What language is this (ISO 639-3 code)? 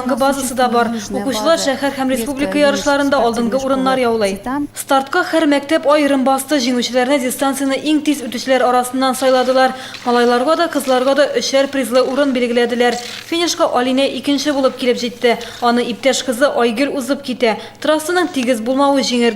tat